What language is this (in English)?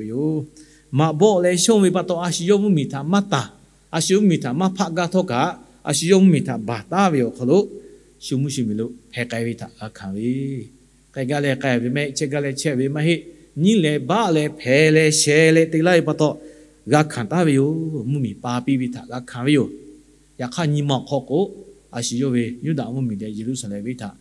Lahu